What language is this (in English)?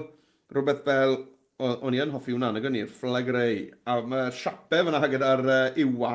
Welsh